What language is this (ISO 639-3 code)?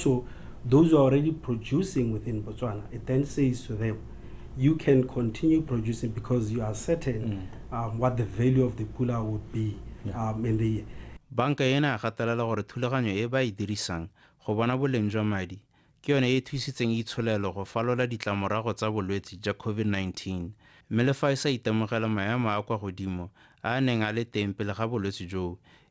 tsn